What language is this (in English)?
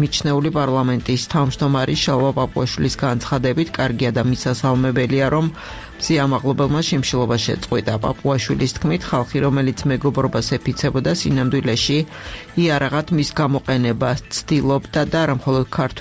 Georgian